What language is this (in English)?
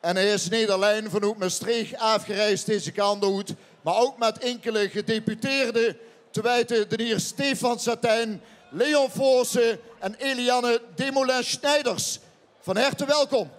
Limburgish